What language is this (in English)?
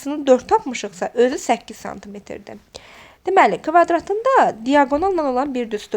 Azerbaijani